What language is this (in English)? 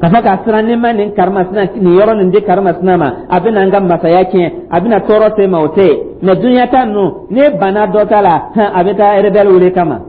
Dyula